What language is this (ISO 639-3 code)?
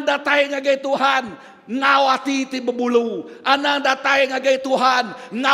iba